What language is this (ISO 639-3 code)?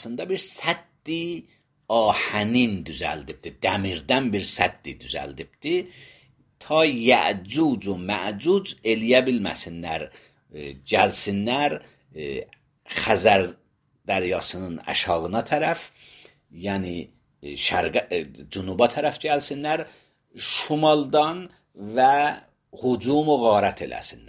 aze